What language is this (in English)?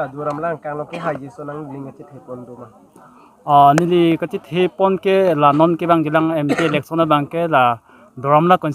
Karbi